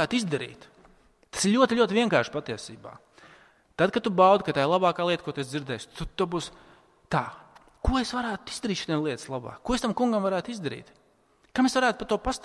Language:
Latvian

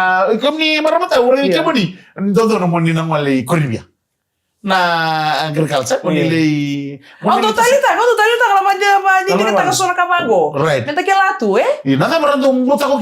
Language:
Fijian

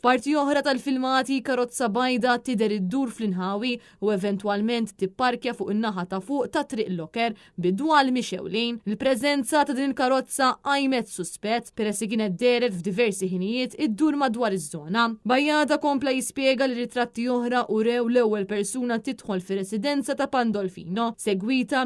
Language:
Maltese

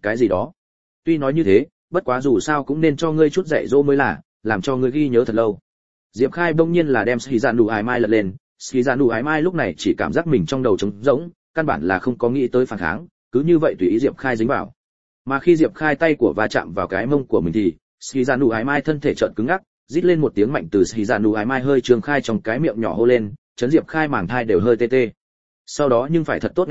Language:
Vietnamese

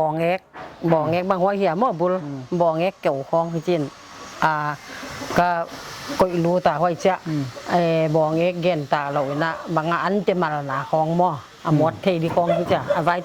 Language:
Paite Chin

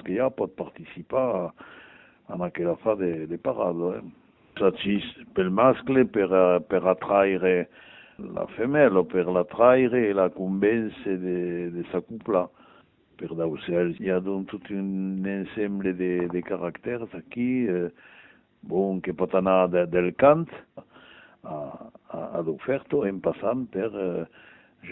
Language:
Occitan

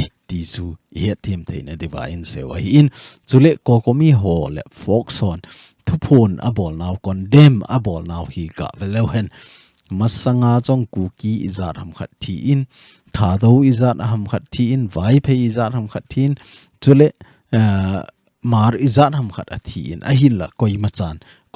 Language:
Thado Chin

